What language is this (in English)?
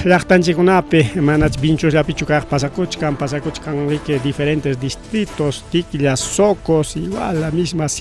Ayacucho Quechua